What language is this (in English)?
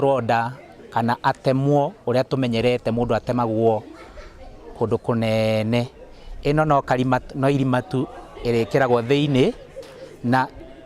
Kikuyu